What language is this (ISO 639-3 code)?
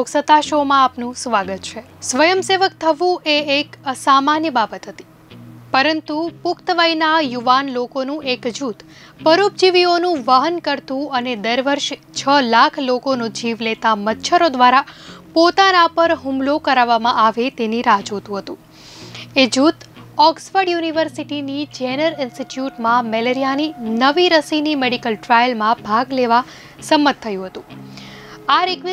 guj